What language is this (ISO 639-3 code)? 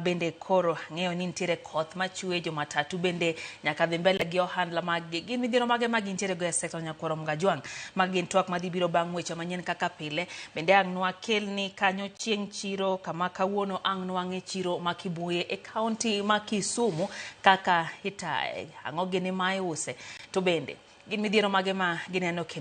luo